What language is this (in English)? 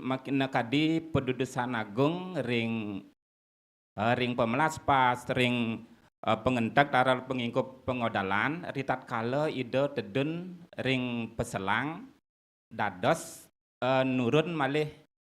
Balinese